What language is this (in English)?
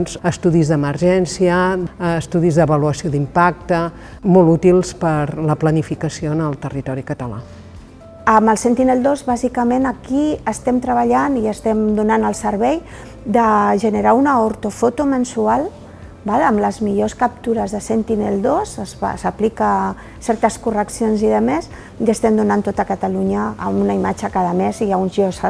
Catalan